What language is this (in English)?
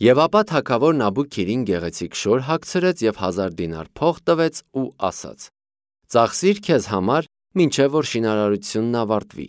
Armenian